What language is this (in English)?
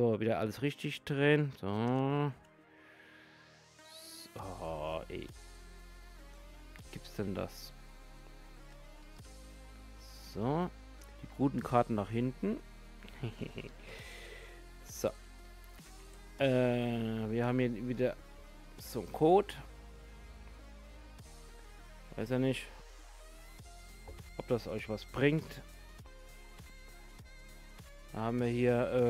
German